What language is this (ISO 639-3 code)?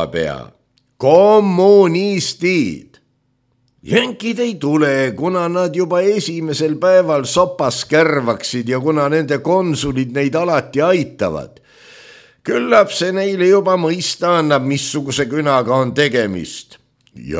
est